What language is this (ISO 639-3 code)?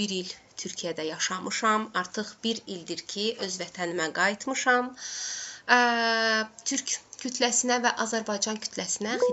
aze